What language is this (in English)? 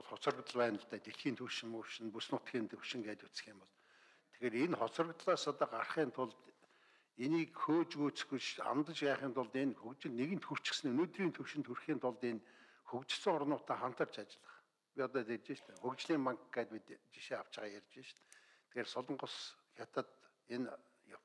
Mongolian